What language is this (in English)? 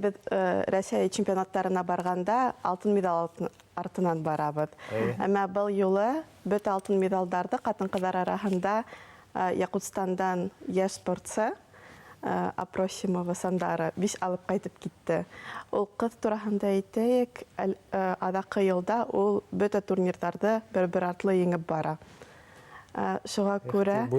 Bashkir